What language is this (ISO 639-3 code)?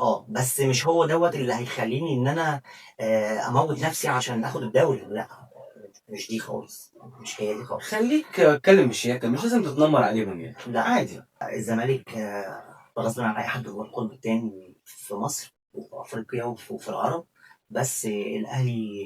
arz